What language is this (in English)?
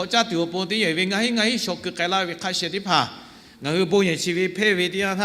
Lahu